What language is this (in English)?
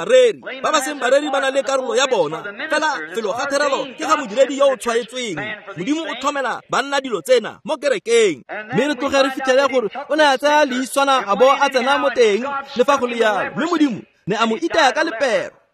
Tswana